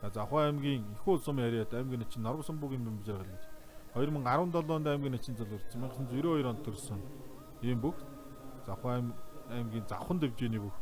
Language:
Mongolian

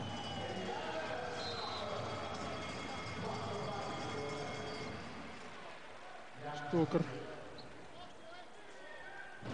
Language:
Russian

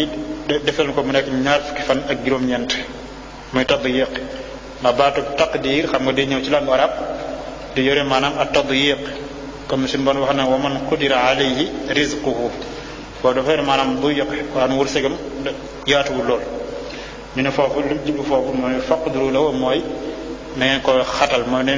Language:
Wolof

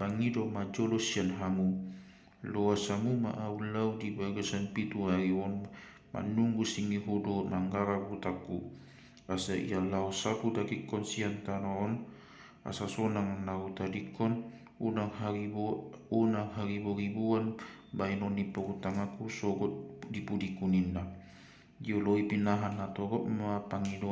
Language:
Batak Toba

